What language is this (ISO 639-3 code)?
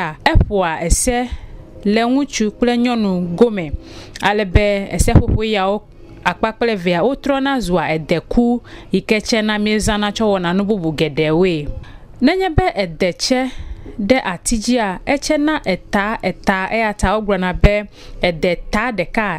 ewe